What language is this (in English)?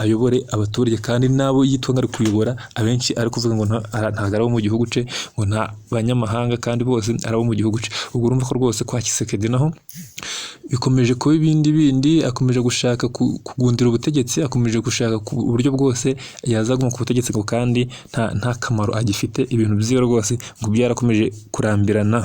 Kinyarwanda